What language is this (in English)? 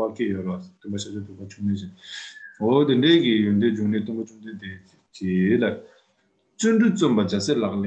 Tibetan